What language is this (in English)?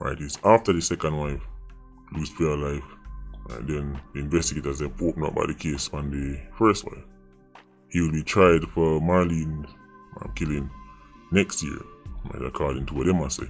Jamaican Creole English